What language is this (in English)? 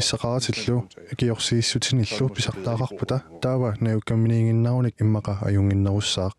Kalaallisut